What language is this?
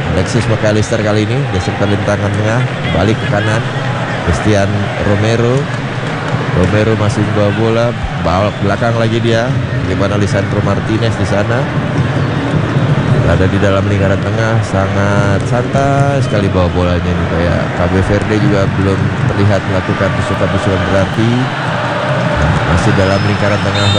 Indonesian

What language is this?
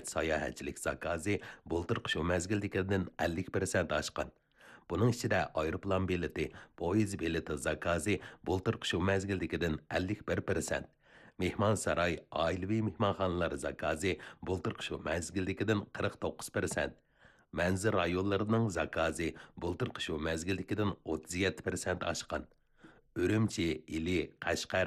Uyghur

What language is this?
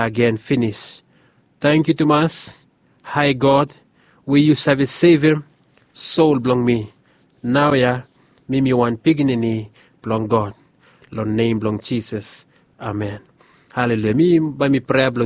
Bislama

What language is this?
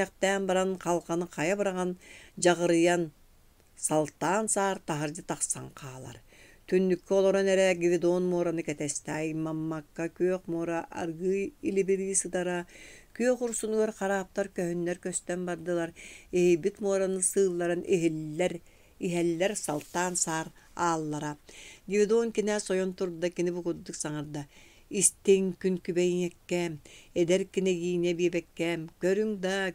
Yakut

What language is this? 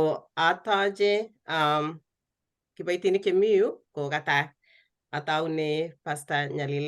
Kalenjin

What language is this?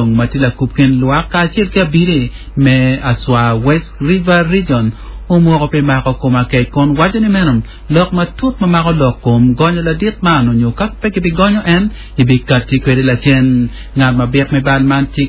Acoli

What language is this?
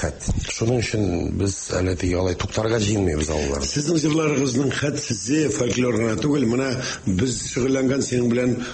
Tatar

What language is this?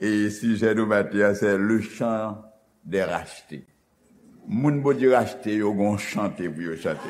Haitian Creole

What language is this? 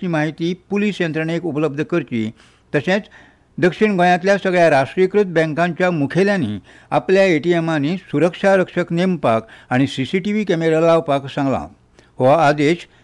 Konkani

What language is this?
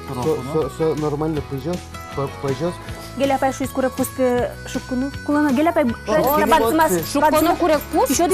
Udmurt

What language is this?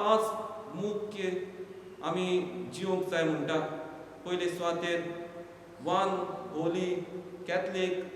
Konkani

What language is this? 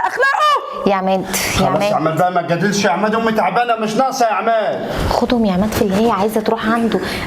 Egyptian Arabic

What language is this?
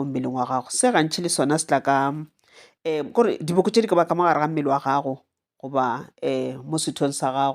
Northern Sotho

